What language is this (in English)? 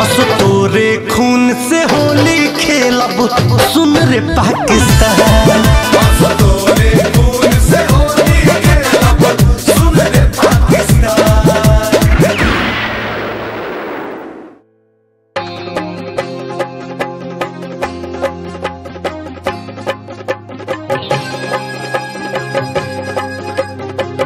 Bhojpuri